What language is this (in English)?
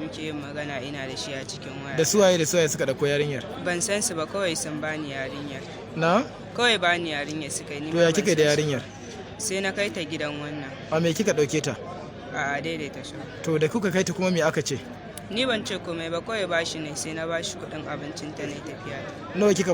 Hausa